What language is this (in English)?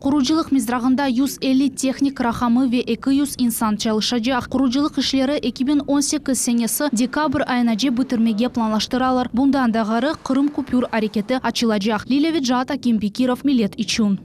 Crimean Tatar